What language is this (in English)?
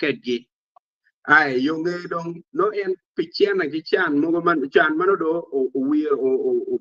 Acoli